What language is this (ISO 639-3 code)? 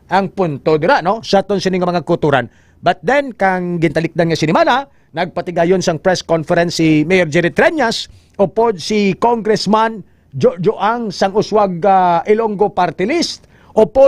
hil